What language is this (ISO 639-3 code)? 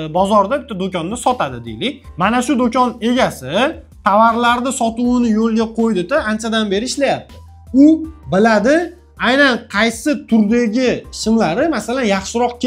uzb